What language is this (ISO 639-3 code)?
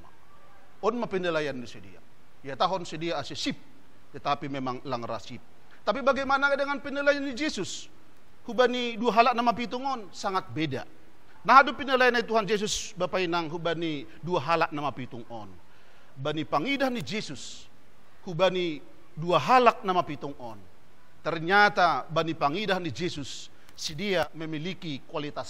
bts